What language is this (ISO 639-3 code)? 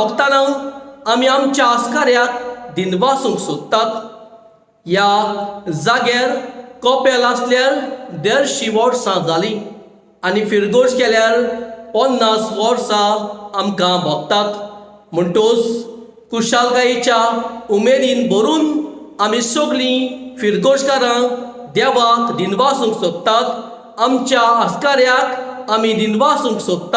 kok